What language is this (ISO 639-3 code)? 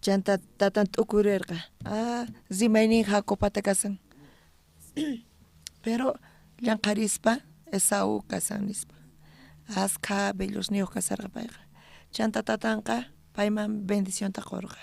quh